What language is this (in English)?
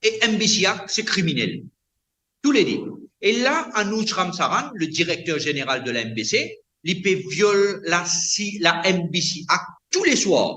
Morisyen